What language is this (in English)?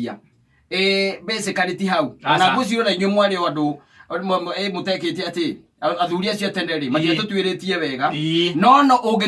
Kikuyu